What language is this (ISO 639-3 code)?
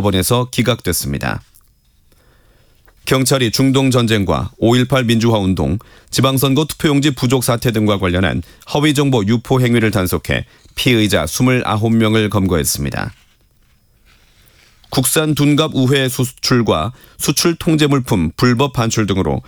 kor